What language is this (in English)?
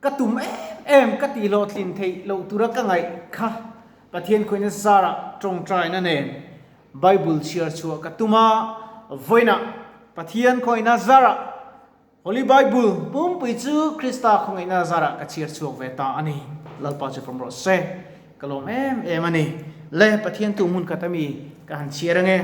Mizo